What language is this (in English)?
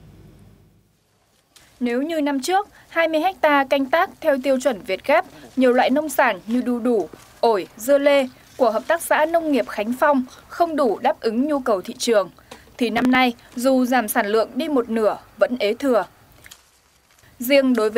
Vietnamese